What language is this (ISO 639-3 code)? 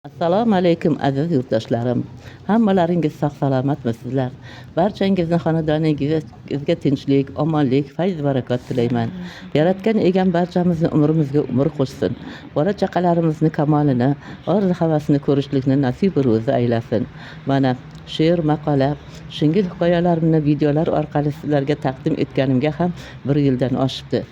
uzb